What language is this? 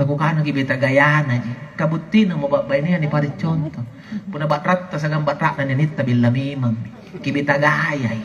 Makasar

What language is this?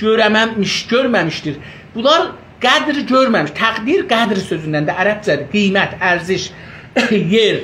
South Azerbaijani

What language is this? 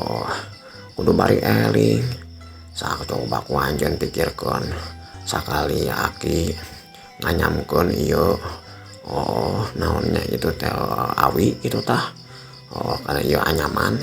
Sundanese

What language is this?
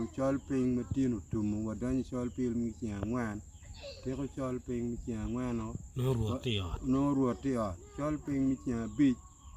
Acoli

